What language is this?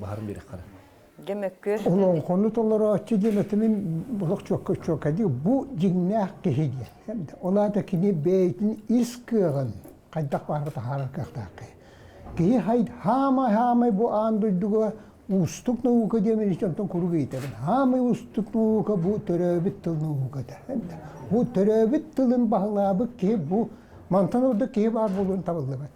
Yakut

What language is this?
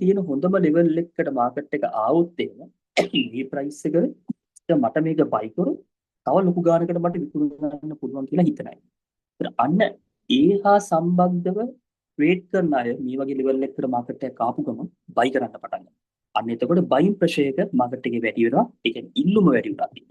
Sinhala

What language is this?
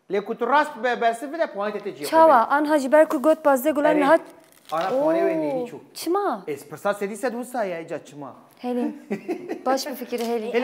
Kurdish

